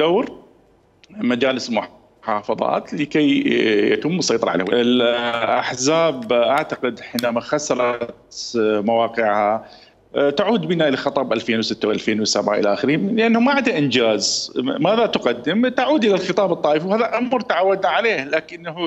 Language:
Mesopotamian Arabic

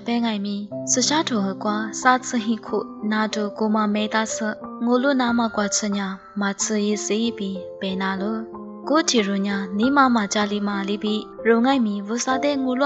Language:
Lisu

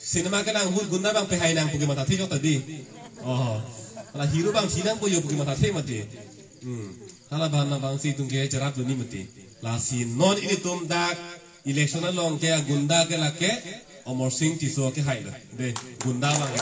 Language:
Karbi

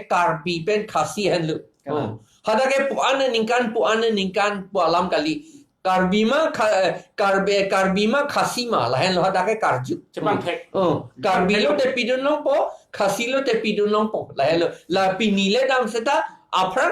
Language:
Karbi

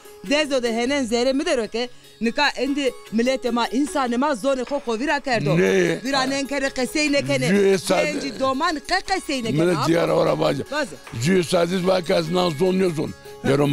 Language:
Zaza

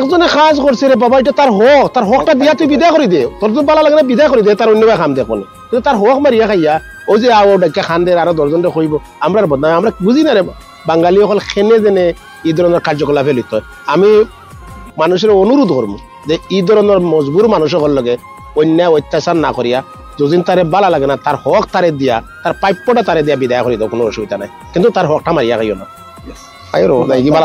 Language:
Sylheti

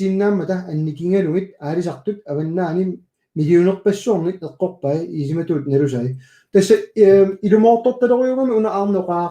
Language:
Kalaallisut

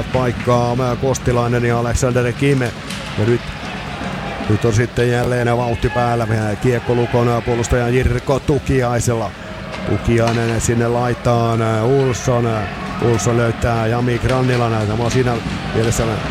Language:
Finnish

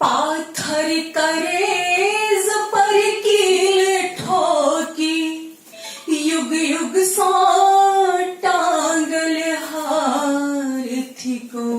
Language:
Maithili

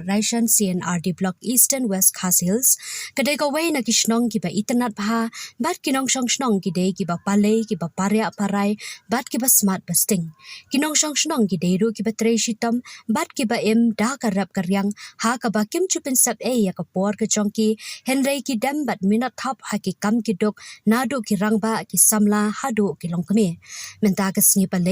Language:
Khasi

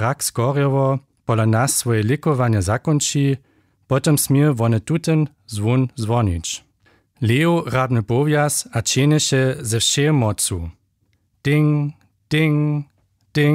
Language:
Upper Sorbian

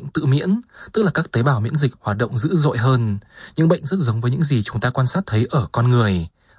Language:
Vietnamese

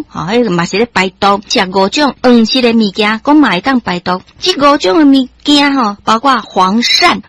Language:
Min Nan Chinese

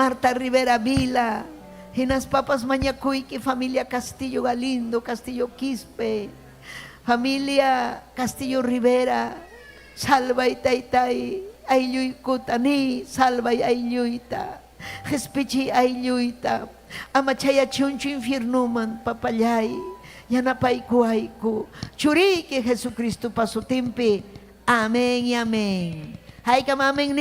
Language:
Ayacucho Quechua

